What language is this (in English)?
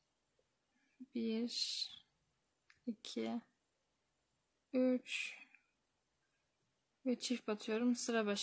Turkish